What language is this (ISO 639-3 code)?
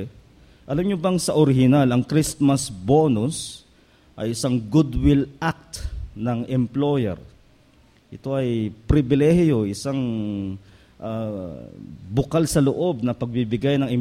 fil